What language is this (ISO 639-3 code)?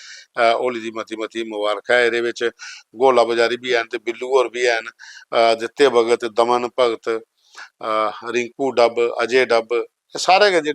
doi